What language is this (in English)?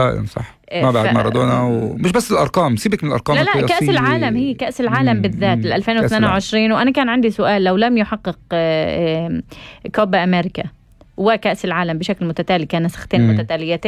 North Levantine Arabic